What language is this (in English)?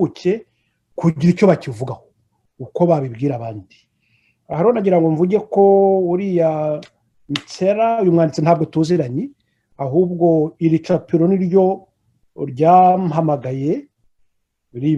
Kinyarwanda